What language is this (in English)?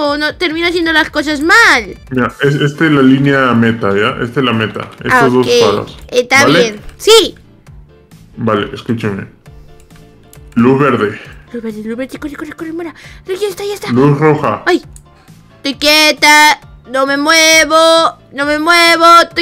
Spanish